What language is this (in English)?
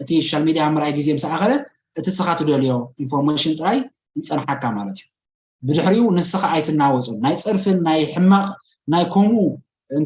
Tigrinya